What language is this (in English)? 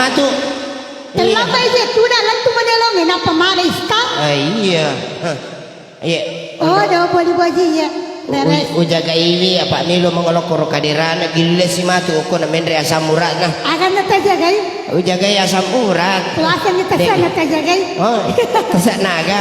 Buginese